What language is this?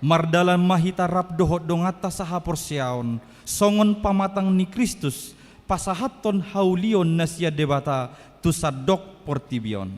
Batak Toba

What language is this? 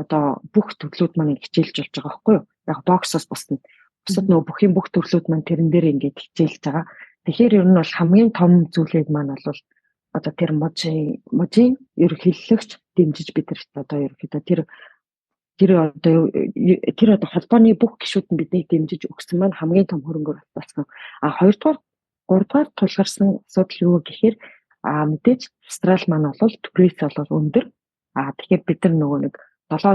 Mongolian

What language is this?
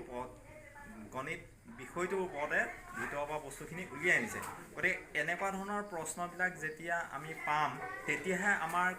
Assamese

